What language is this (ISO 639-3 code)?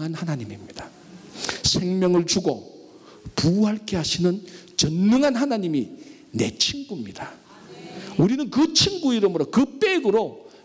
kor